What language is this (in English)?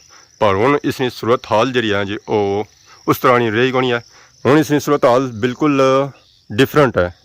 Pahari-Potwari